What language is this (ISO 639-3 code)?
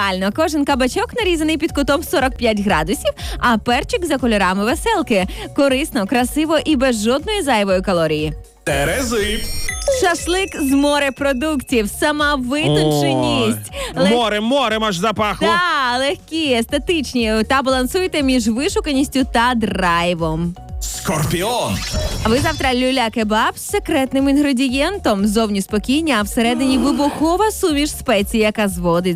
ukr